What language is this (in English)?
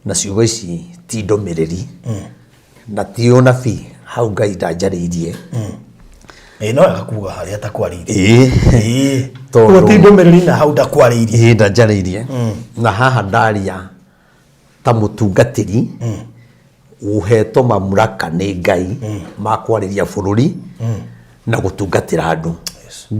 Kikuyu